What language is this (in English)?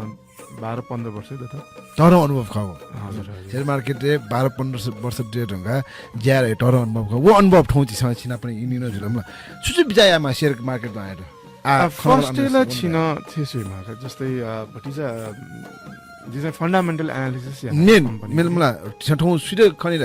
Newari